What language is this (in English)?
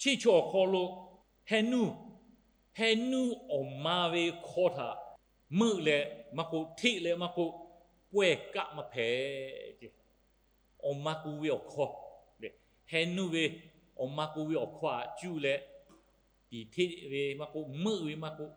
Lahu